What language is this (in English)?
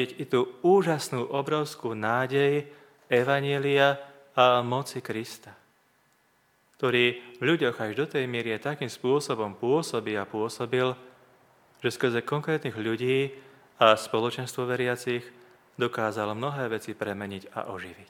Slovak